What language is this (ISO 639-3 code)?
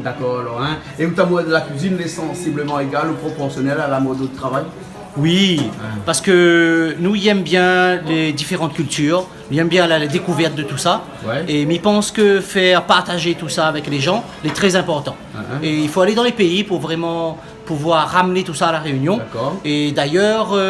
rcf